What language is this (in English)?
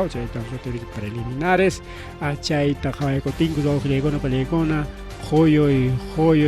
Ayacucho Quechua